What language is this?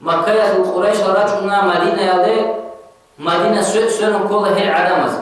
Avaric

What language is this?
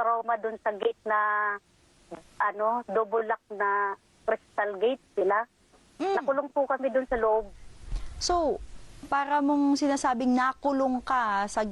Filipino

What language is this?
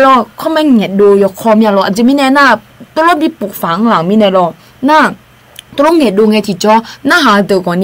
Akha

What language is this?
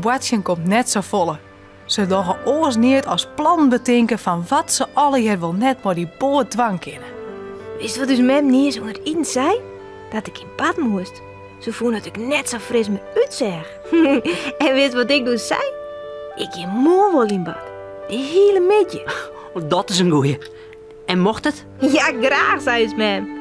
Western Frisian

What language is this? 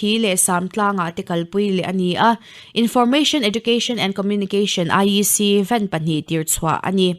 Mizo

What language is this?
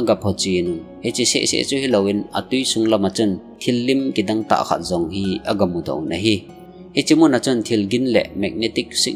Thado Chin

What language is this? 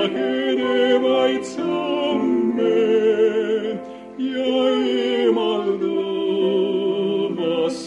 Estonian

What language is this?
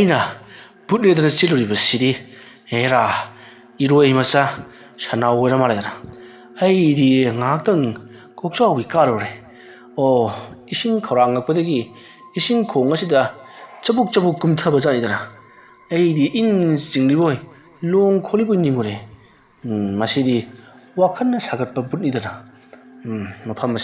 Manipuri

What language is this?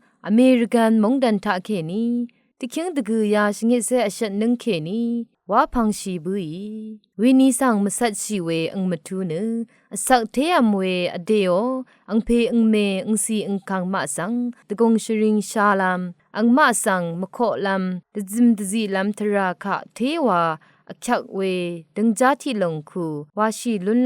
Rawang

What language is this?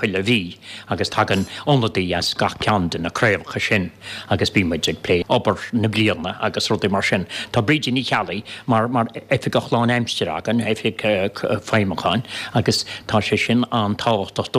Irish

